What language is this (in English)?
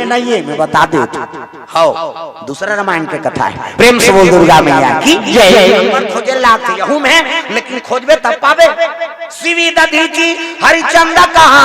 Chhattisgarhi